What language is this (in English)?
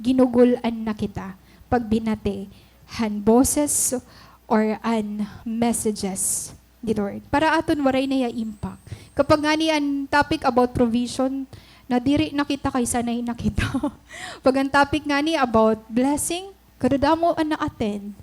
Waray